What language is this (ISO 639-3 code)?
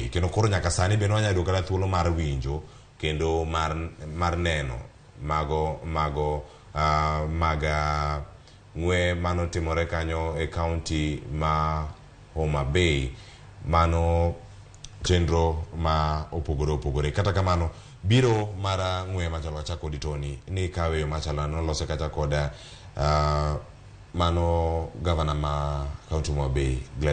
luo